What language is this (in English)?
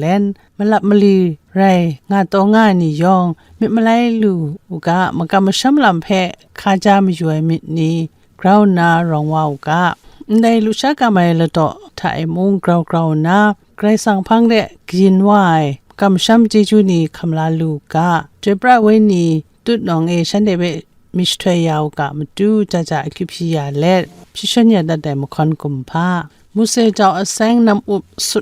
Kachin